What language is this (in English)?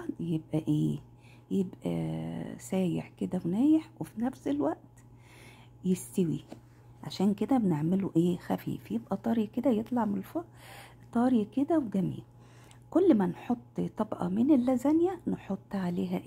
Egyptian Arabic